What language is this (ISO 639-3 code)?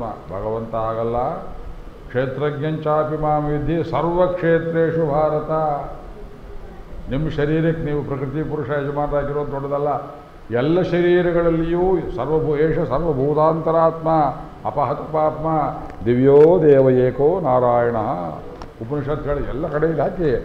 kan